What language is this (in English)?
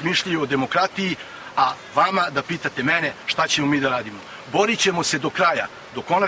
Serbian